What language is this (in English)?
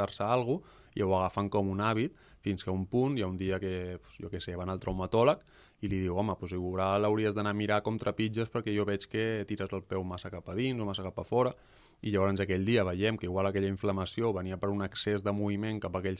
Catalan